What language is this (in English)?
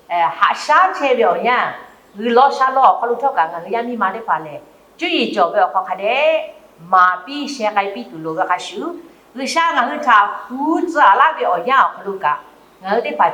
Lahu